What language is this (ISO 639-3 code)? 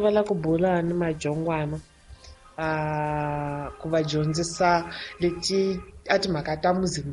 tso